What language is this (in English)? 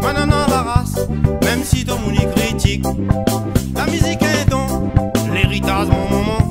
Réunion Creole French